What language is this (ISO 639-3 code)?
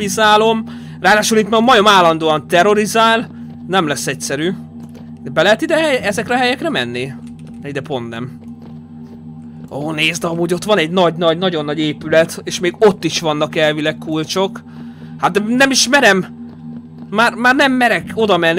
hun